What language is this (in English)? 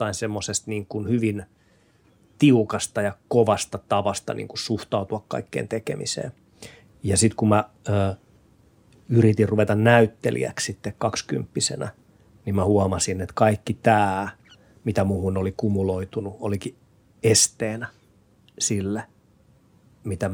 Finnish